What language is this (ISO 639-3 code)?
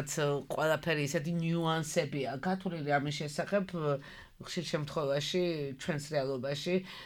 kat